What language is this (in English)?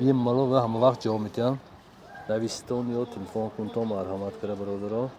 Tajik